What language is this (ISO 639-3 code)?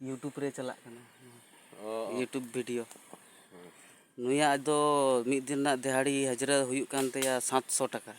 sat